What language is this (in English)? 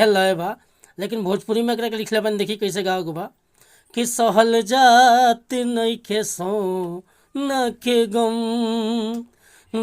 Bhojpuri